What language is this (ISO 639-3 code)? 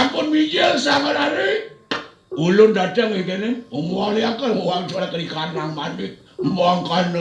ban